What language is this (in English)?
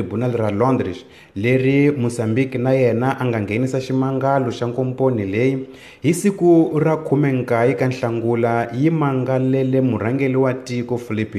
Tsonga